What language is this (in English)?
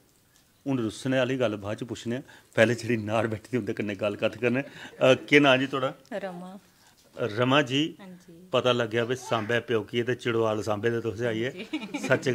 Dogri